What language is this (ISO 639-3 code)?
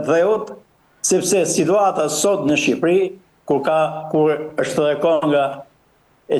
sqi